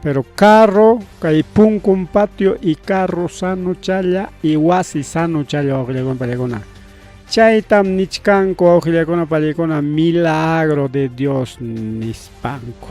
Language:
Ayacucho Quechua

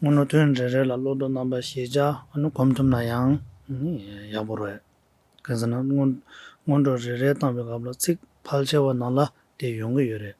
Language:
Tibetan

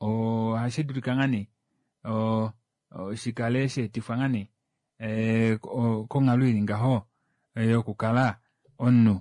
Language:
Kuanyama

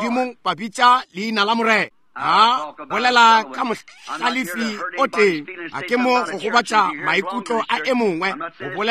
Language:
Northern Sotho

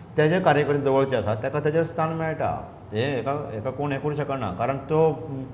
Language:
Konkani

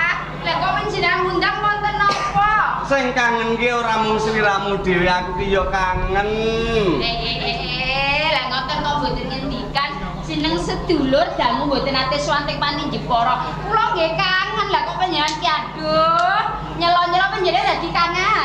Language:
Javanese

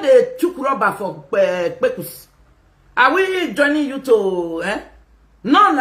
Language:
Nigerian Pidgin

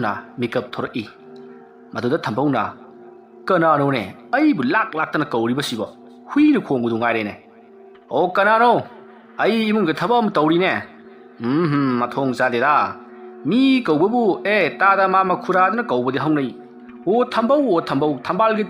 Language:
Manipuri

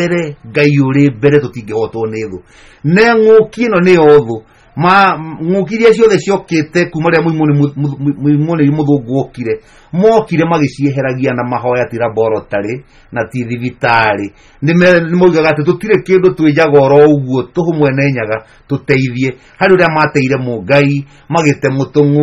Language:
Kikuyu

